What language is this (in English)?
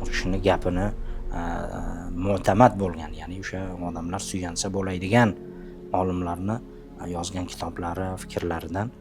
Uzbek